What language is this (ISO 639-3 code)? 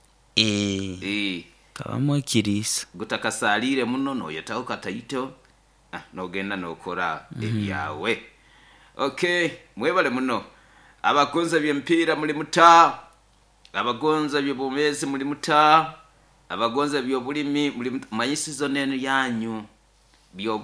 nyo